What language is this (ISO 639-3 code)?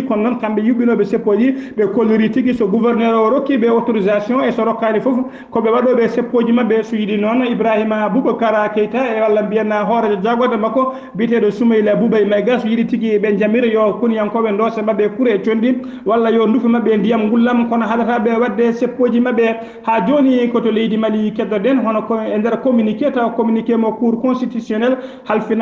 ful